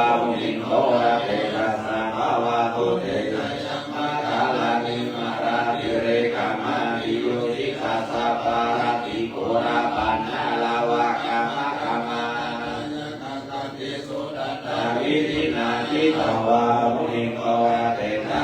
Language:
Pali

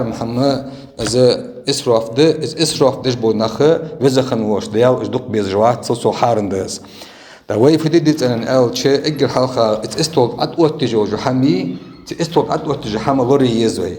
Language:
Ingush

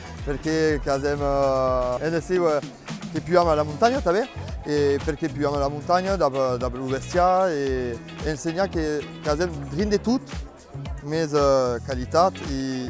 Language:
Occitan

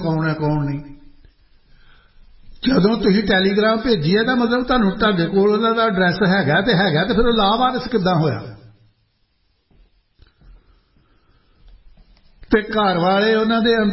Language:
Punjabi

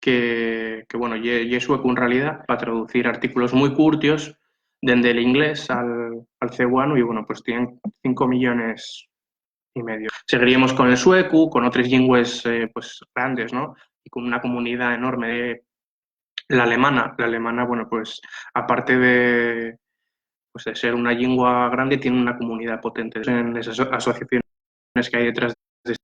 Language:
Asturian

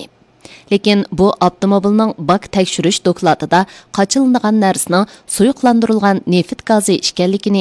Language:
Uyghur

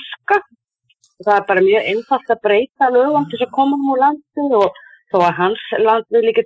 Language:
Icelandic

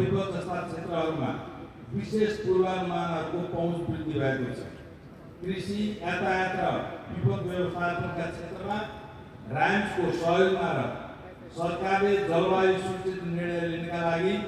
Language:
Nepali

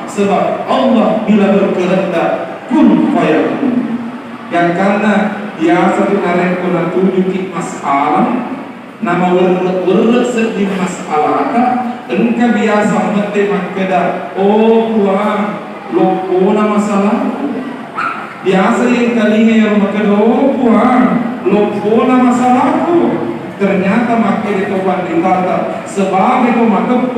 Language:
Buginese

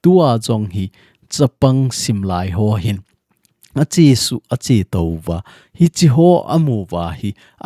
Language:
Thado Chin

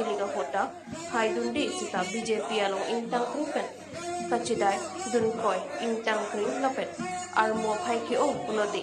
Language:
Karbi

